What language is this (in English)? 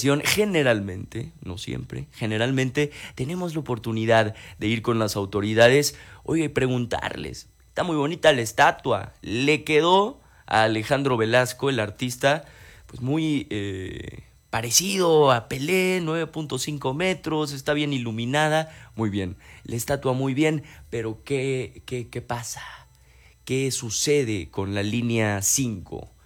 Spanish